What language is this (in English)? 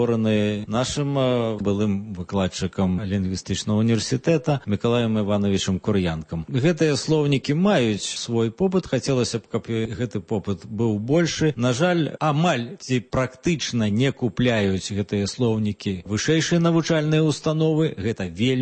Belarusian